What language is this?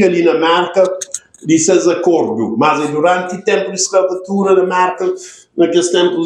Kabuverdianu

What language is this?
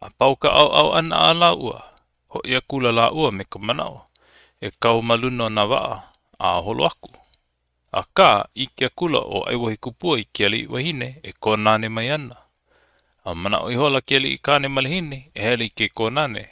Hawaiian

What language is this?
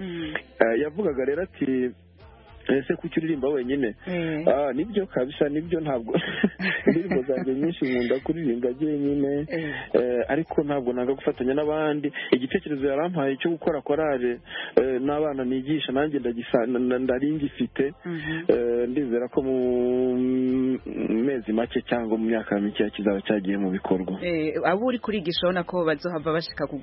Kinyarwanda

